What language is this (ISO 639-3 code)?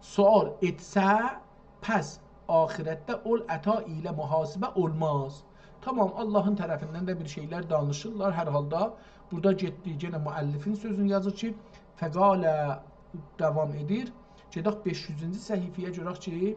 azb